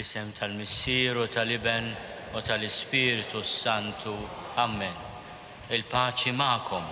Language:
Maltese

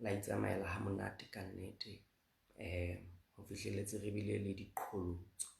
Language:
Southern Sotho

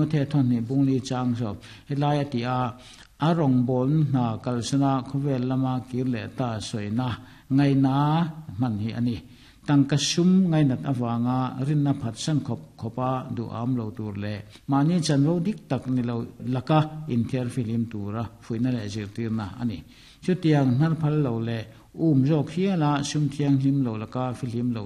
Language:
Mizo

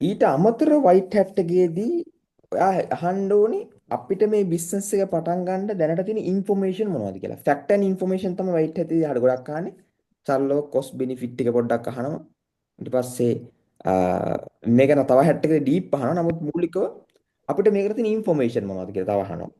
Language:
Sinhala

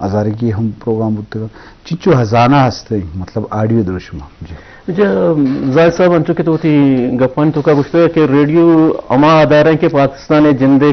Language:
Eastern Balochi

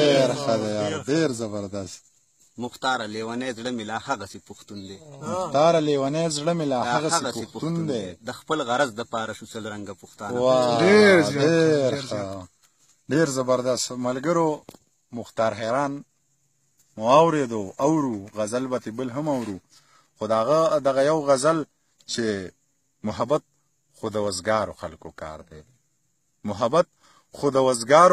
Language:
Pashto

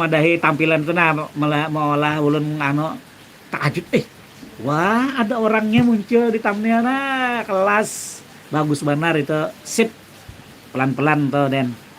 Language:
Banjar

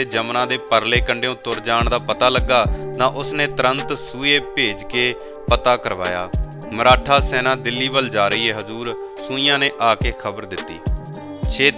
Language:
Punjabi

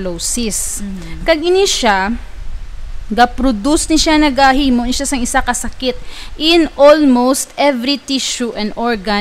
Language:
Hiligaynon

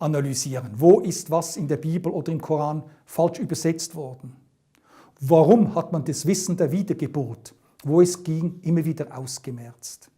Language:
Swiss German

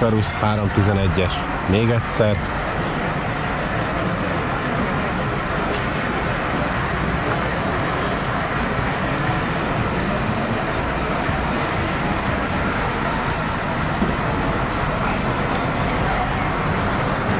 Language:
Hungarian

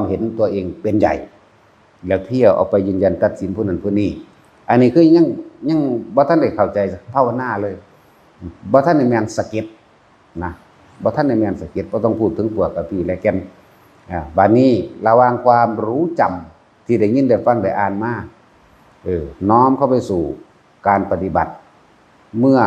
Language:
Northeastern Thai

